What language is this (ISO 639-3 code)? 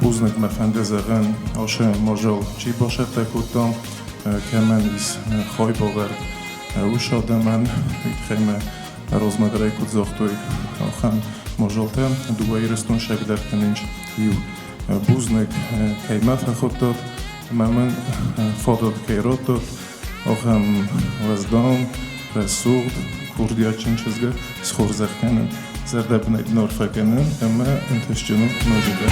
oss